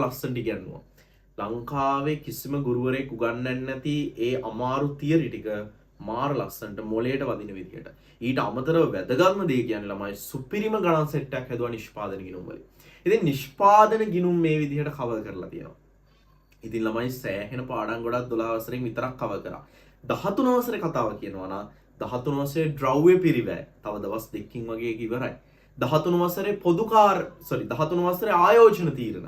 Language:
Sinhala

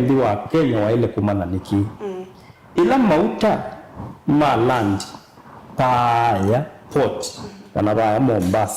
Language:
Kamba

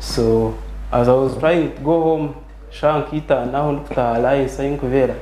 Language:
Nyankole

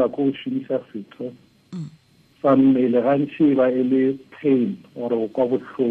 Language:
Tswana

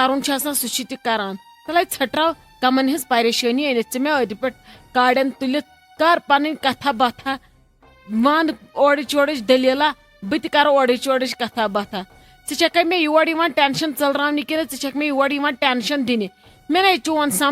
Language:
Kashmiri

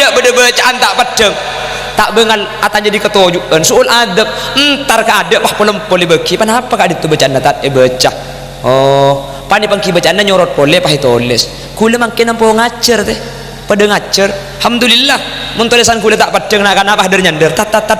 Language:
Madurese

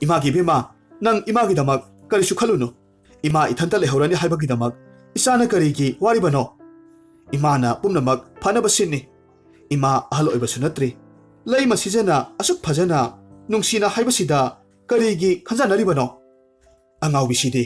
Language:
Manipuri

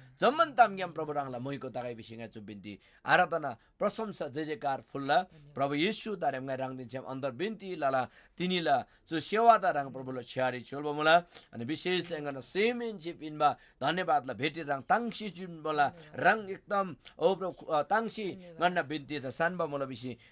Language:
Eastern Tamang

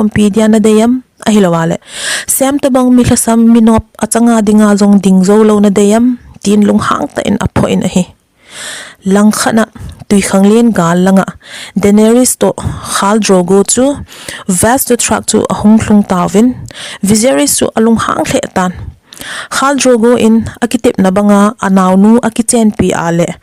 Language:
Thado Chin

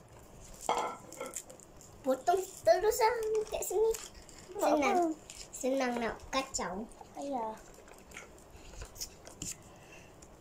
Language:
Malay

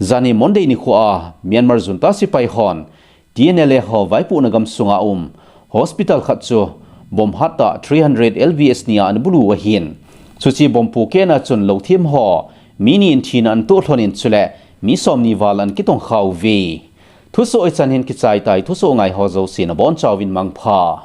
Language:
Thado Chin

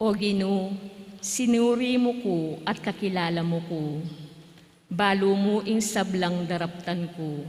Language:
Pampanga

